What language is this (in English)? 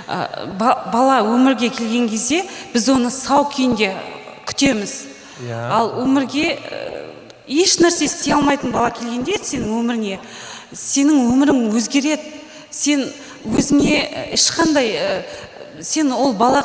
Kazakh